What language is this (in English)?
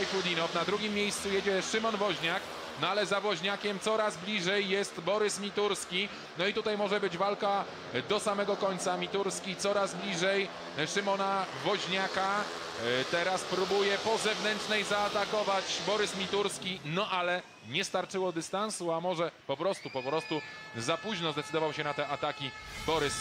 Polish